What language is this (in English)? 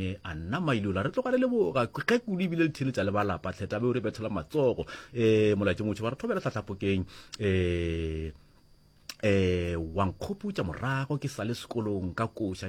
Northern Sotho